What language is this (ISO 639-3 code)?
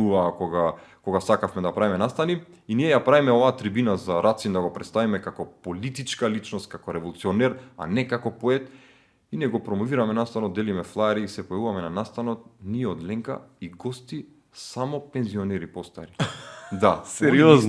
mkd